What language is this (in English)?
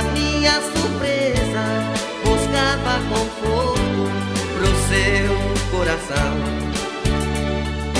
Portuguese